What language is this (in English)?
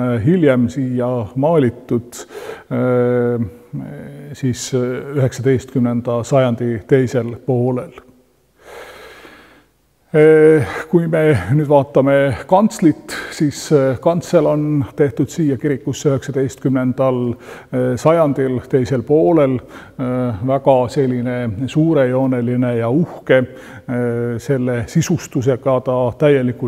Estonian